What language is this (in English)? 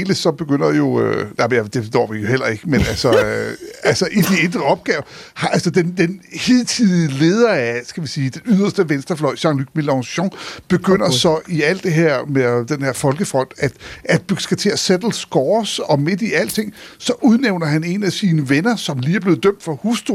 Danish